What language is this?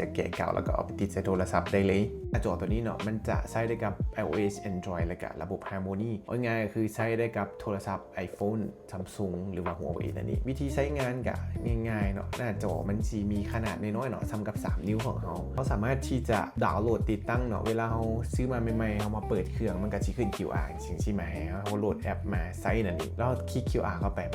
Lao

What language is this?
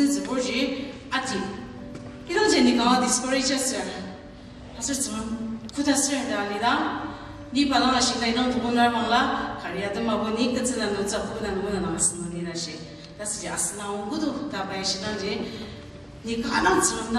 Ao Naga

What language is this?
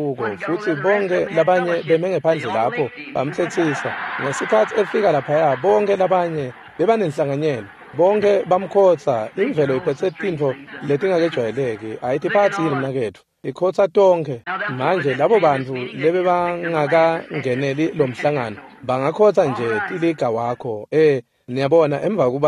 Swati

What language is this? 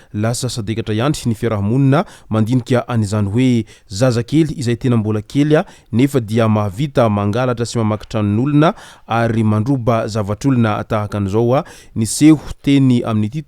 Malagasy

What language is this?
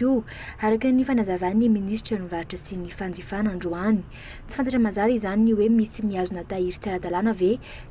Malagasy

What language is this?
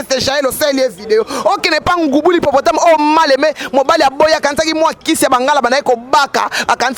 Lingala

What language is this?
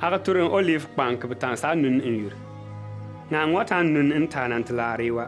Bimoba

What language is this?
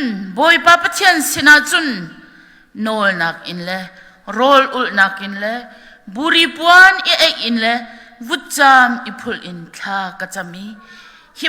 Hakha Chin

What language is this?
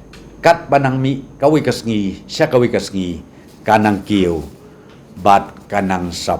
Khasi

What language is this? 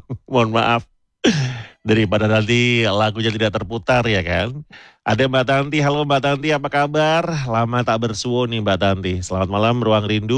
Indonesian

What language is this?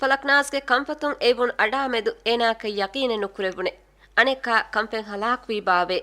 Divehi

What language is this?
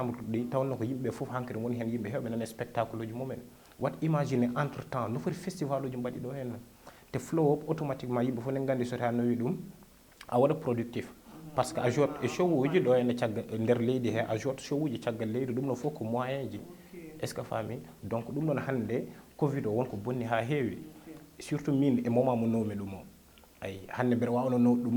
Fula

